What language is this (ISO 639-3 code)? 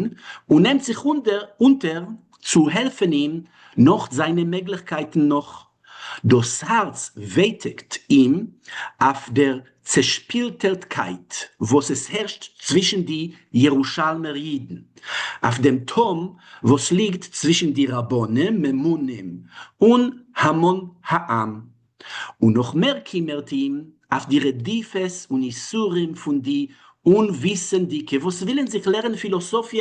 yid